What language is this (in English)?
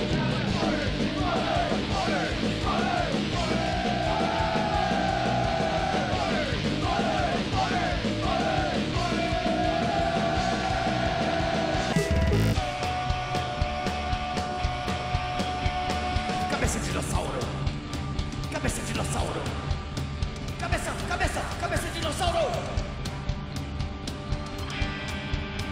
Portuguese